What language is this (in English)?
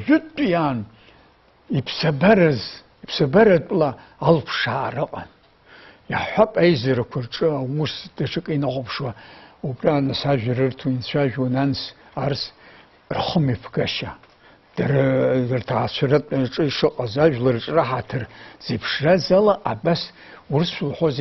Abkhazian